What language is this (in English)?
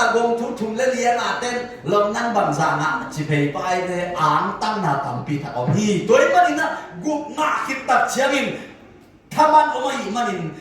Tedim Chin